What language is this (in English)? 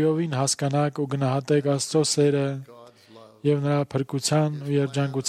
Armenian